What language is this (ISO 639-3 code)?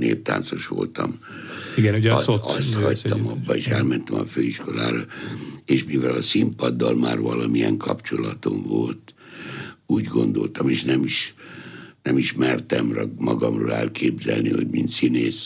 hun